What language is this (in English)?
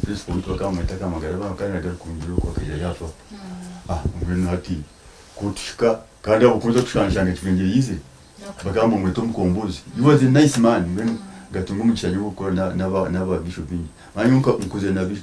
Nyankole